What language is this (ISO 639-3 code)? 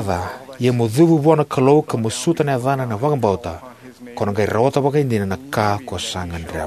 fij